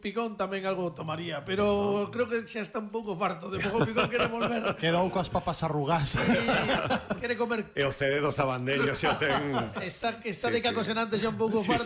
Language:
Galician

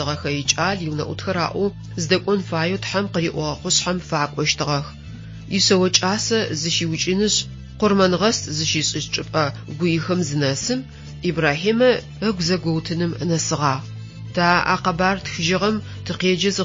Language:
Adyghe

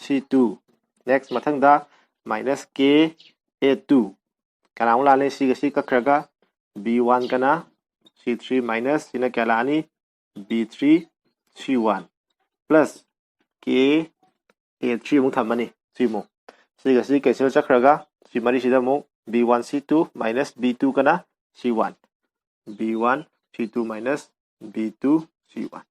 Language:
Manipuri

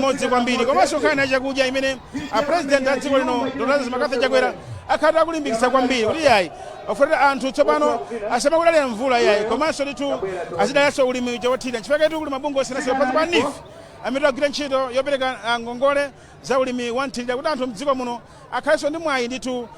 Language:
Nyanja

